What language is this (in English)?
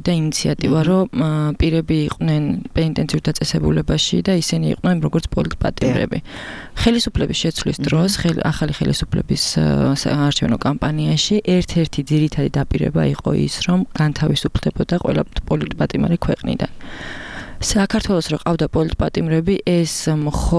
Georgian